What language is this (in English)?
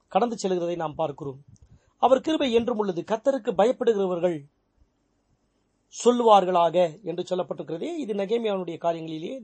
Tamil